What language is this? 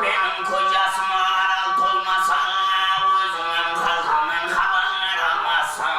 Kara-Kalpak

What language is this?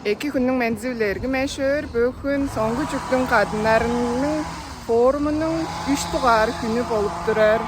Tuvinian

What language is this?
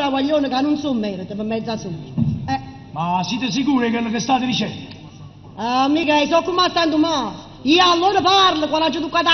Neapolitan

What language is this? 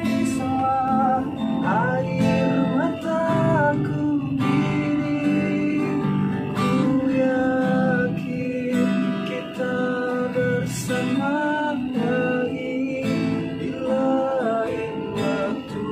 Betawi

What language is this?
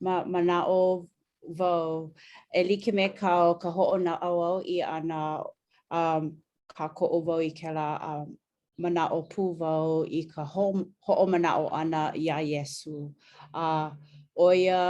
Hawaiian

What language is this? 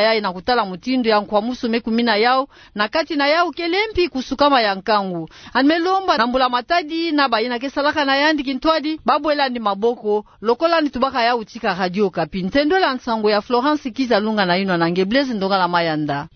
Kituba (Democratic Republic of Congo)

